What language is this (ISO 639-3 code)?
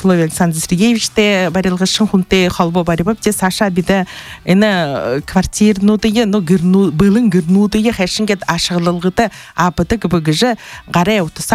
bua